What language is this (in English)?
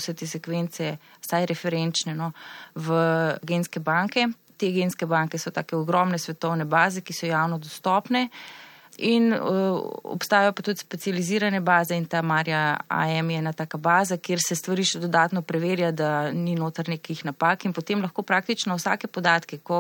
Slovenian